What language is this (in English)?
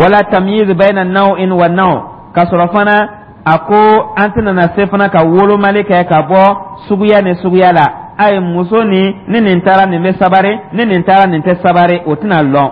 Dyula